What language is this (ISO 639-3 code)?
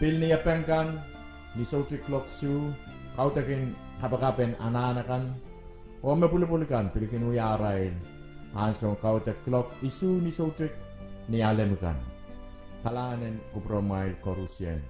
pon